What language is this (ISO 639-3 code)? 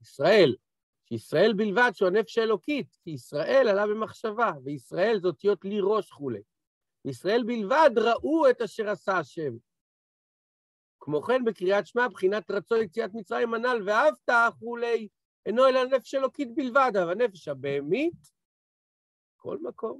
heb